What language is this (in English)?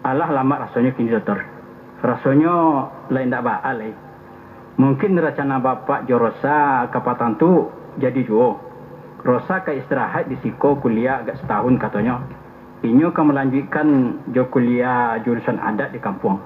Minangkabau